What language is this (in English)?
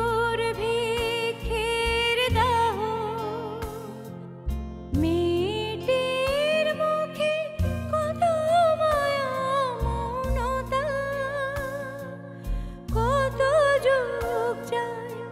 Bangla